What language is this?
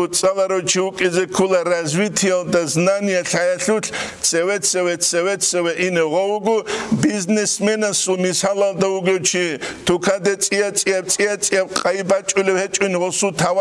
Avaric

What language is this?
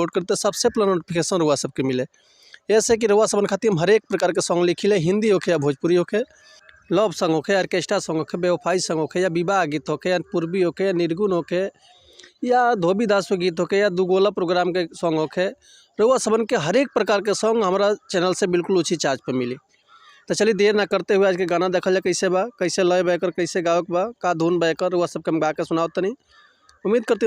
Bhojpuri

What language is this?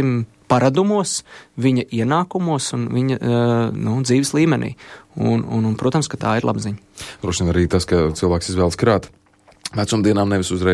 Latvian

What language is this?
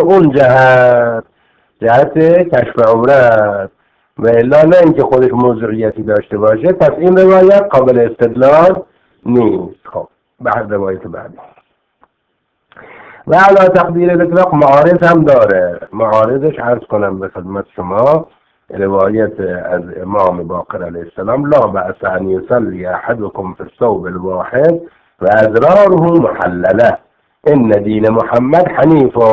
Persian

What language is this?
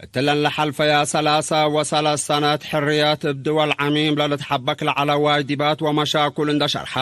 Tigre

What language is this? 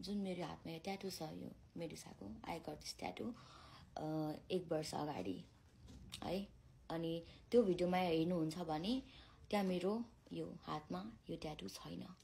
Nepali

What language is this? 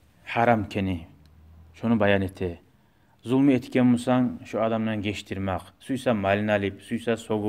Kumyk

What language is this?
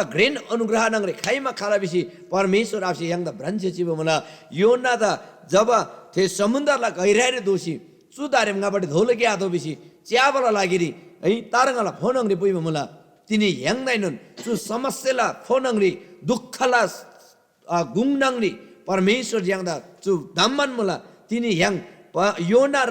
Eastern Tamang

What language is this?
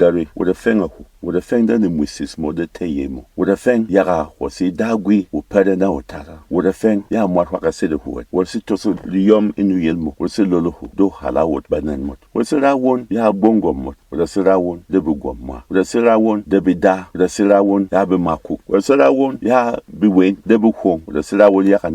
Berom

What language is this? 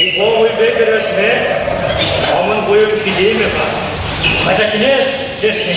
Chuvash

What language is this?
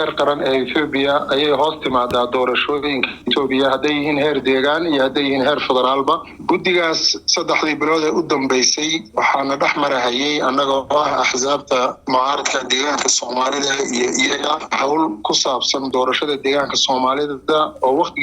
Somali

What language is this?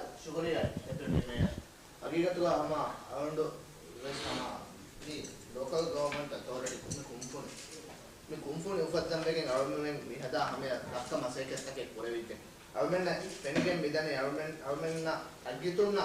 Divehi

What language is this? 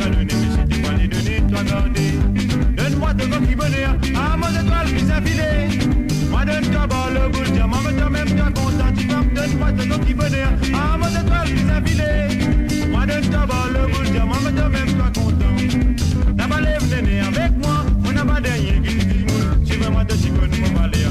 Morisyen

